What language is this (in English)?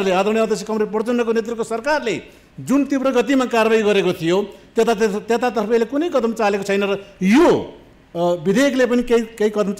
Nepali